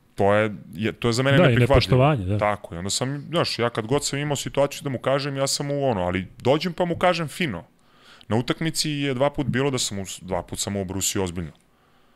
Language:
Serbian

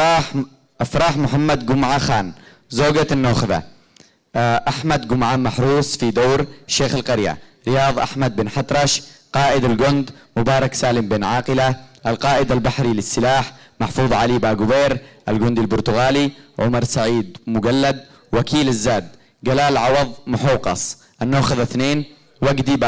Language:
Arabic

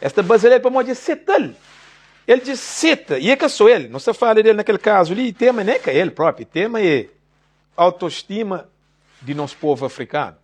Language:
Kabuverdianu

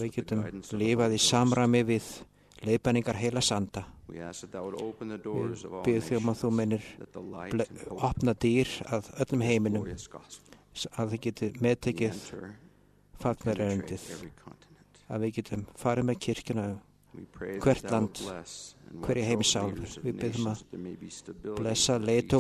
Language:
Icelandic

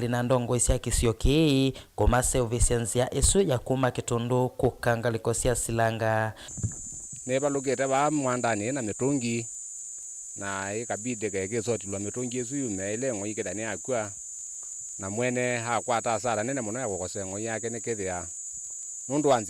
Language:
Kamba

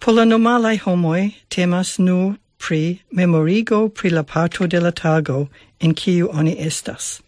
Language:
Esperanto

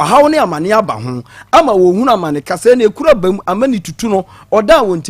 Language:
Akan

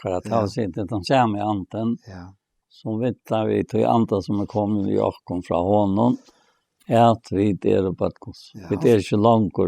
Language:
Faroese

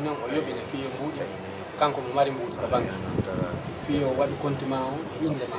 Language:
Pular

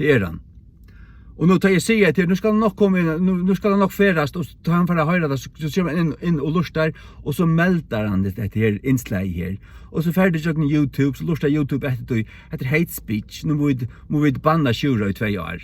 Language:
Faroese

